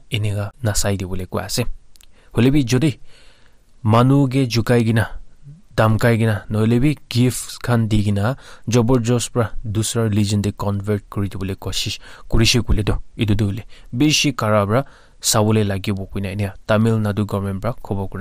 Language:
Naga Pidgin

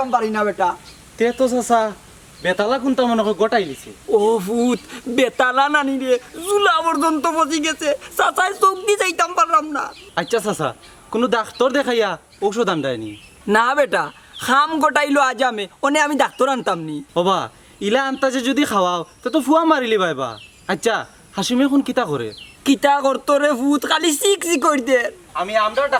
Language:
Sylheti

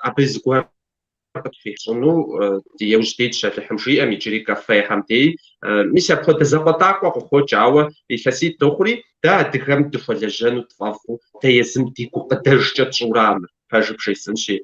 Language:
Kabardian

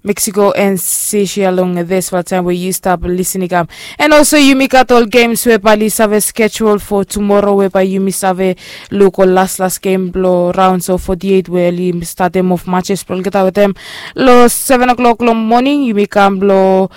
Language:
Bislama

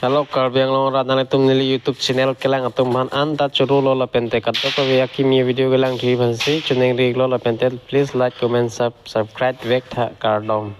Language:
Karbi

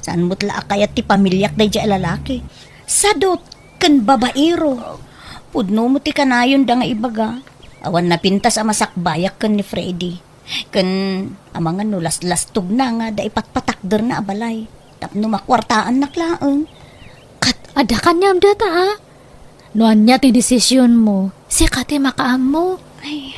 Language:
Iloko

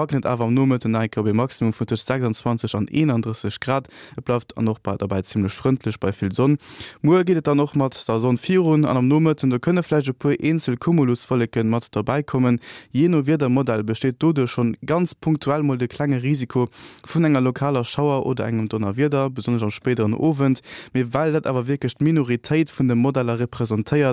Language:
Luxembourgish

